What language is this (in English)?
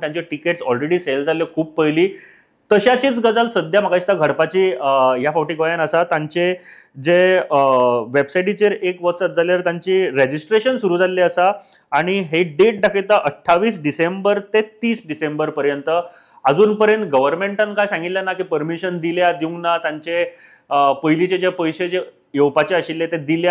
Konkani